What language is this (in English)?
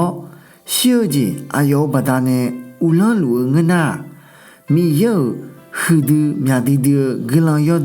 Akha